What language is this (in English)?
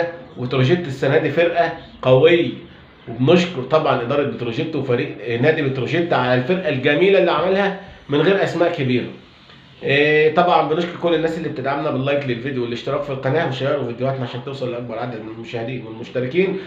Egyptian Arabic